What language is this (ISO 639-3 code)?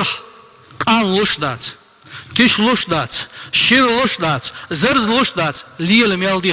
che